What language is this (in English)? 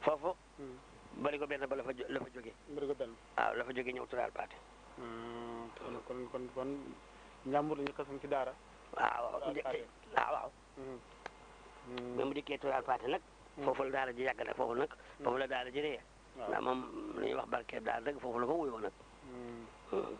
Wolof